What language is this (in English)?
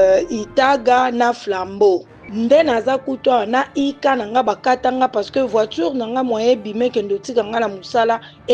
Lingala